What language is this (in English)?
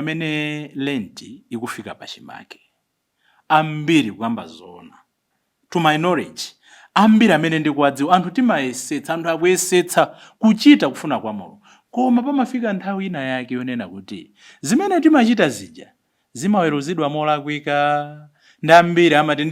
Nyanja